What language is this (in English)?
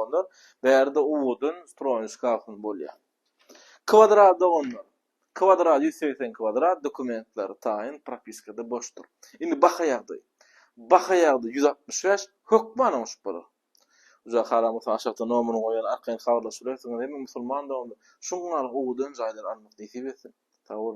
Turkmen